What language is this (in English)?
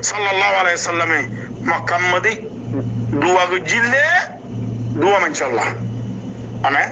Rohingya